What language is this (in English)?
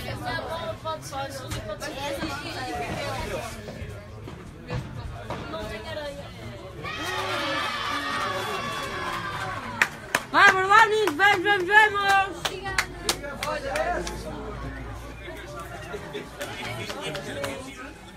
Portuguese